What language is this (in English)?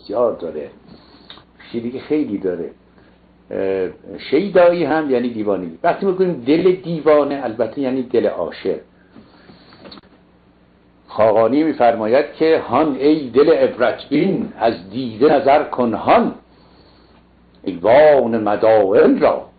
Persian